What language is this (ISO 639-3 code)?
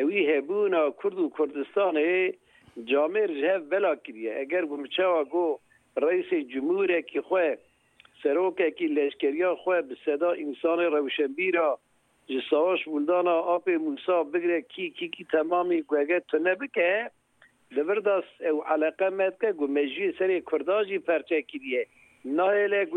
kur